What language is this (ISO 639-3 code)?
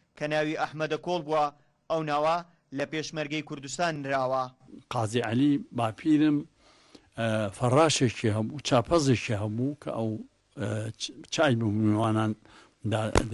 ckb